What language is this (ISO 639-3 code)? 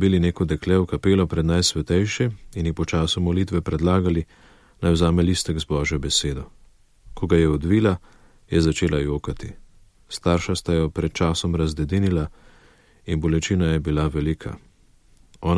slv